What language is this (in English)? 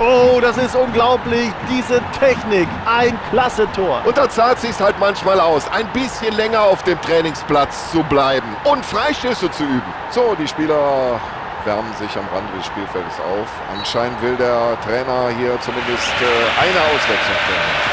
Bavarian